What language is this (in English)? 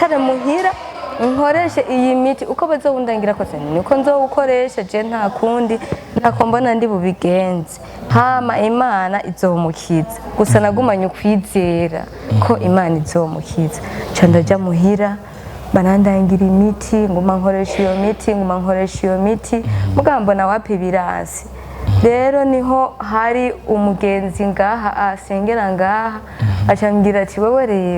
Rundi